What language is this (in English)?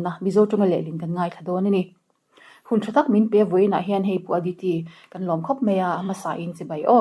Mizo